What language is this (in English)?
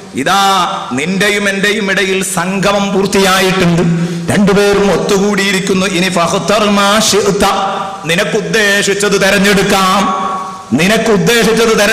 Malayalam